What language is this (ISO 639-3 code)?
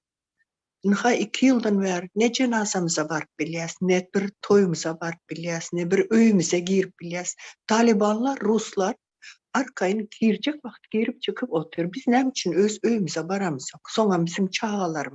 tuk